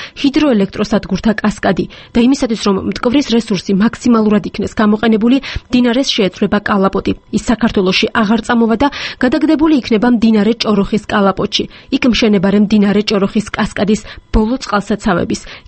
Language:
Georgian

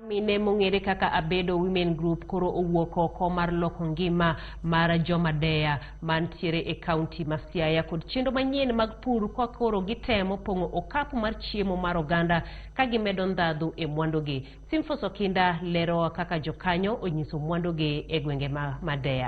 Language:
Luo (Kenya and Tanzania)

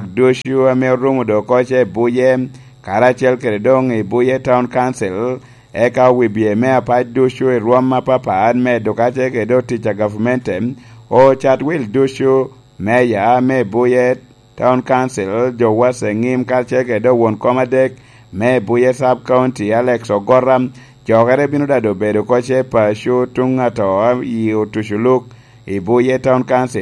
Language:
Lango (Uganda)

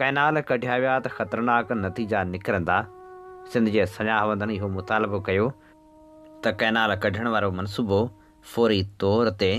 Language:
Sindhi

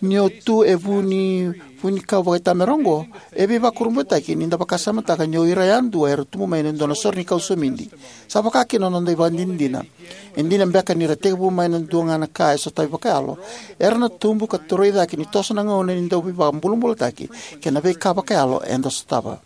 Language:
Fijian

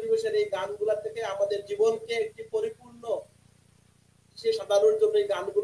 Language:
Bangla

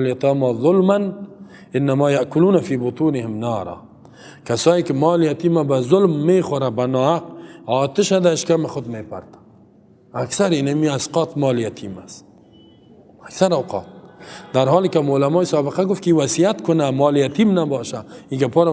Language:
Persian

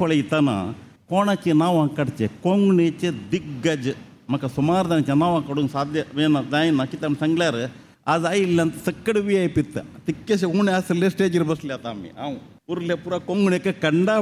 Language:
Konkani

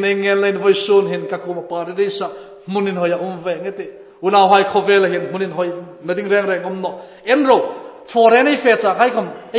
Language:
Hmar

